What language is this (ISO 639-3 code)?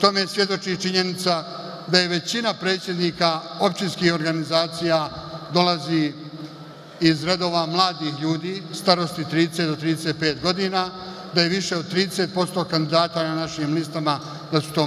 bos